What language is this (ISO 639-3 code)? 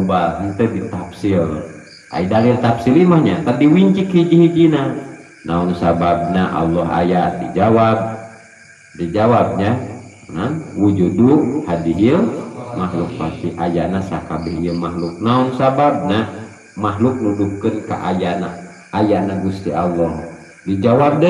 sun